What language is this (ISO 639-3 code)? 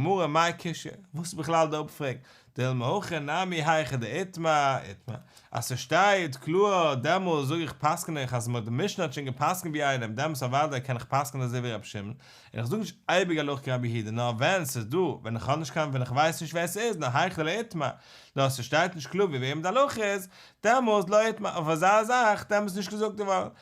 yid